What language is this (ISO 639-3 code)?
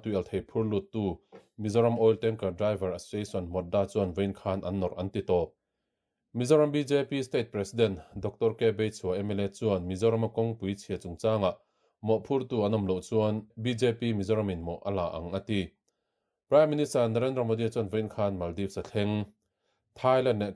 lus